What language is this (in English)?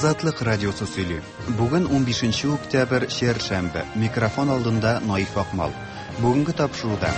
Tatar